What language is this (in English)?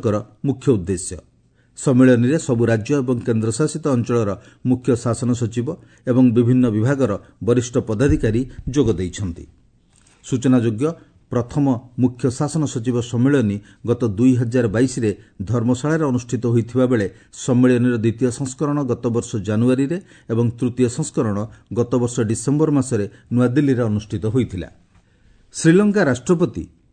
Odia